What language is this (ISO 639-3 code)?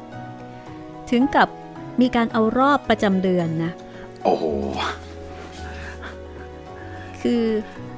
tha